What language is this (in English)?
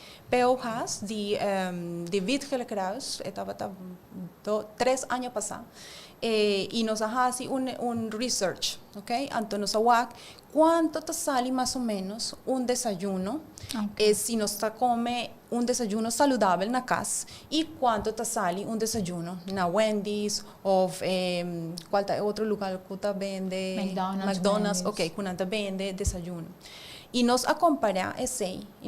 Papiamento